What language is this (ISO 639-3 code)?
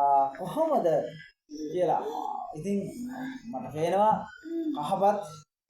sin